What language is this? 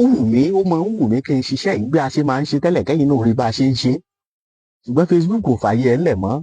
Yoruba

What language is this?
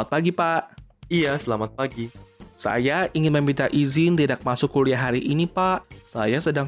Indonesian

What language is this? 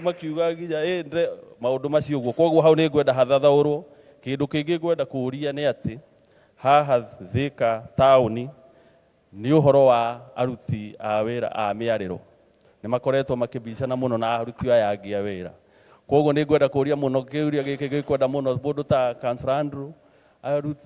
Kikuyu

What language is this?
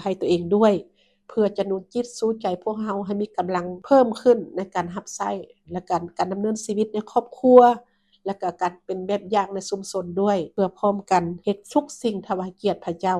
Lao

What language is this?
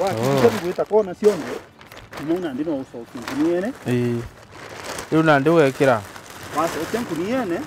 Meru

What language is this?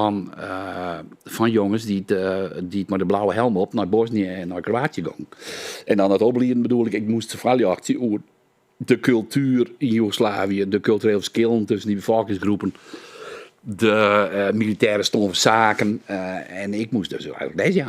Western Frisian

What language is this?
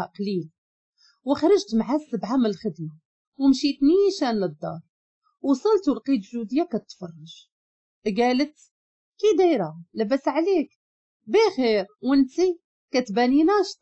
Moroccan Arabic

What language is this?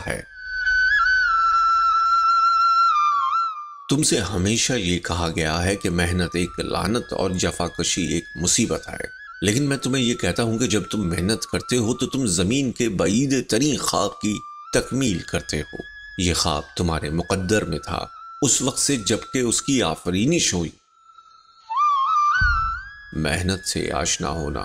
Urdu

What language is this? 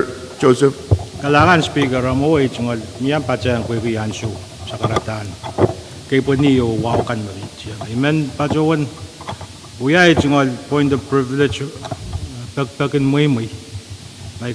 Pohnpeian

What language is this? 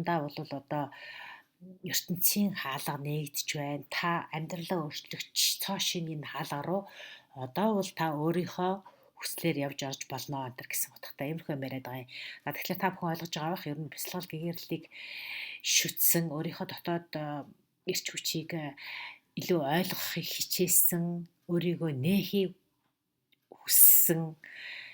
Mongolian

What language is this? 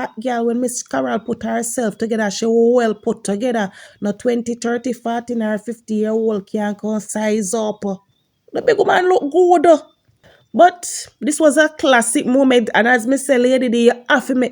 Jamaican Creole English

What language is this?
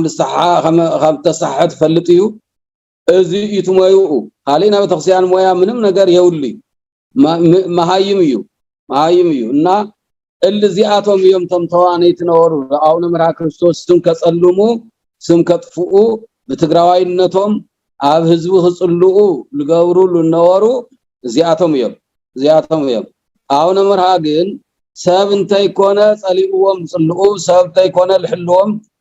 Tigrinya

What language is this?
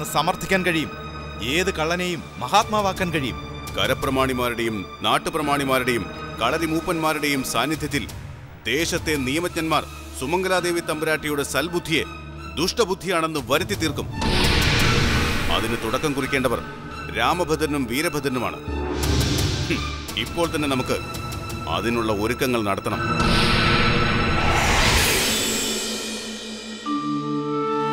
Malayalam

